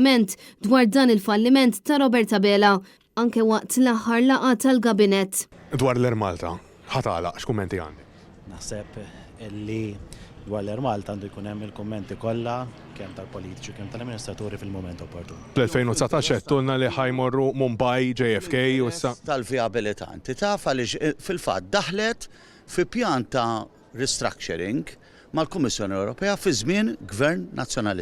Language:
Maltese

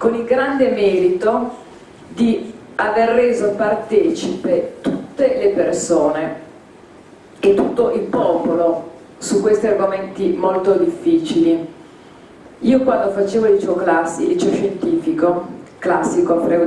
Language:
Italian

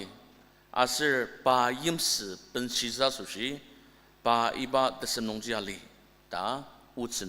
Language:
Ao Naga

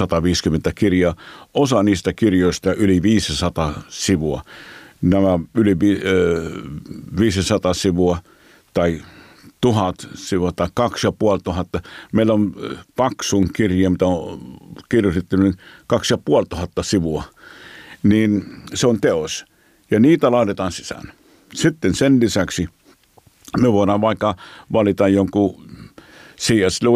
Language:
Finnish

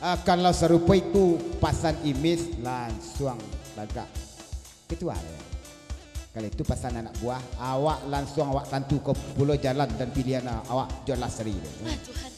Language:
Minangkabau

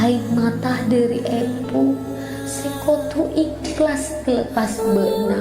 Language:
Madurese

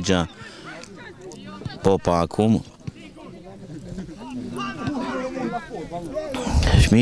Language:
Romanian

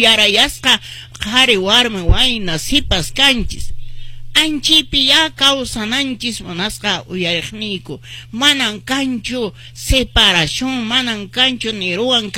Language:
Quechua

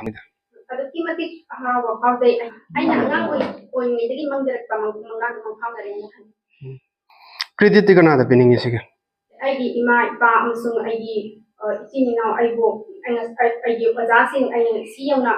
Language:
Manipuri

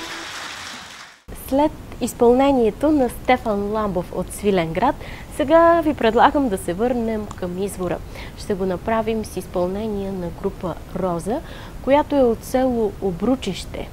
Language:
Bulgarian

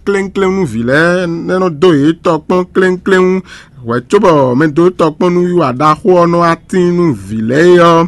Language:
Fon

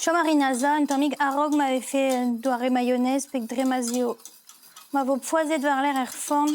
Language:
Breton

